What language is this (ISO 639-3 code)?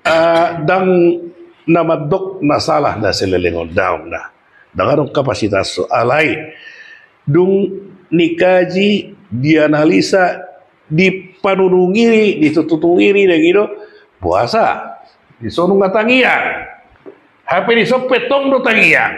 bbc